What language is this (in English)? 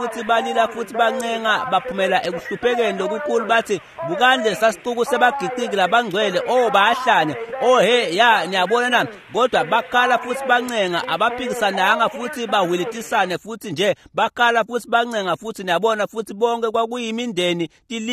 Swati